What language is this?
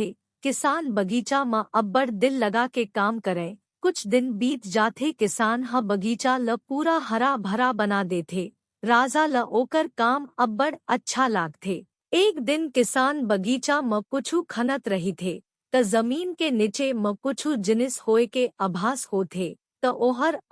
Chhattisgarhi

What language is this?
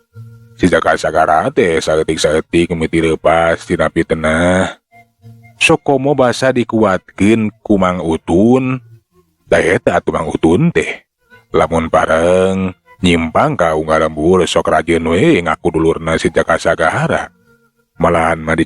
Sundanese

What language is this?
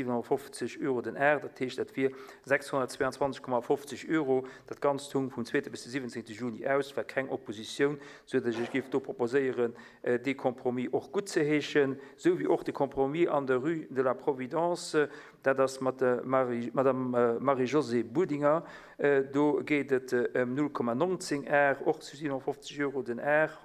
Luxembourgish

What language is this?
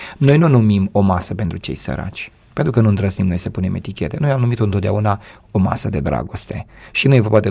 Romanian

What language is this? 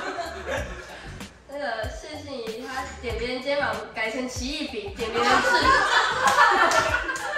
Chinese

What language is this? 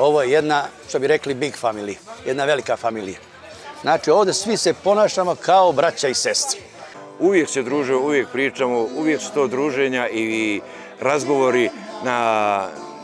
Bosnian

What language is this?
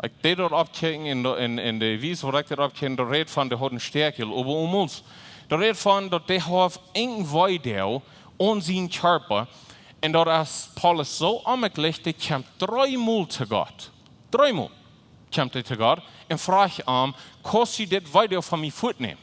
Plautdietsch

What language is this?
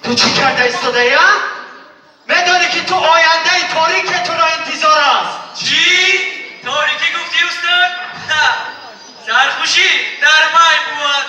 Tajik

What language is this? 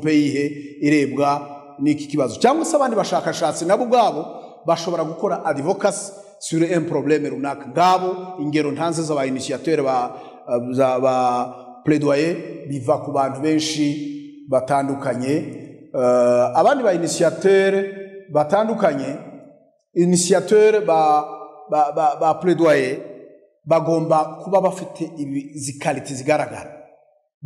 Kinyarwanda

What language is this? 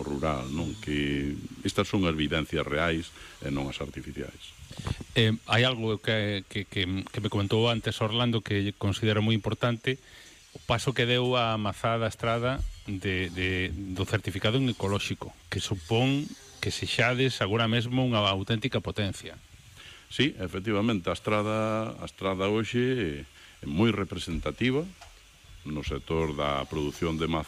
Galician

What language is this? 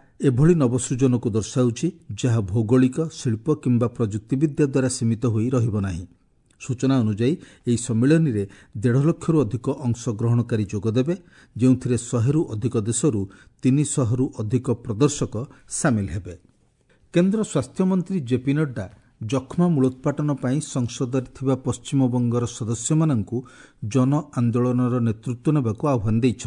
Odia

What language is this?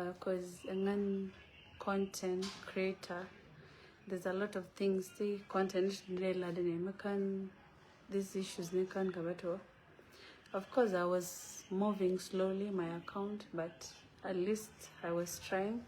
Nuer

